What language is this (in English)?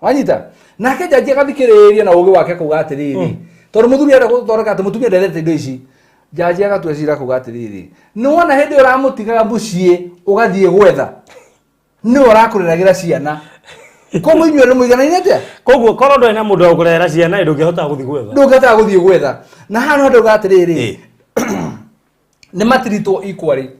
Kikuyu